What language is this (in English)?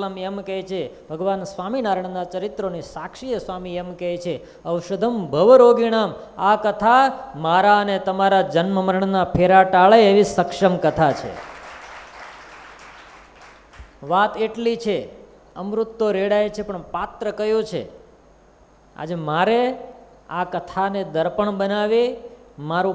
Gujarati